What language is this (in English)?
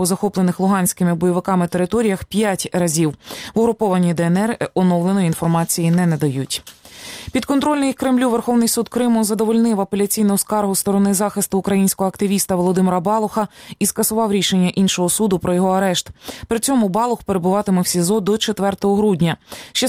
Ukrainian